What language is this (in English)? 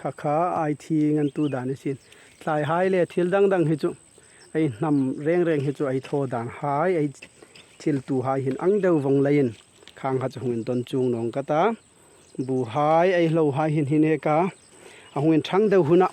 Hmar